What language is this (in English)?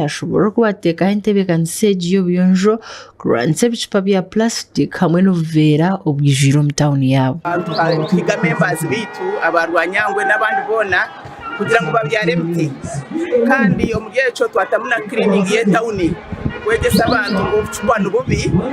Nyankole